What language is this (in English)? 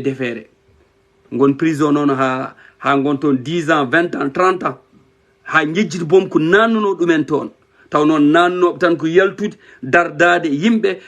Fula